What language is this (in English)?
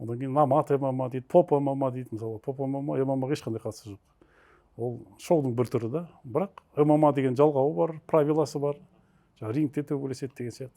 Kazakh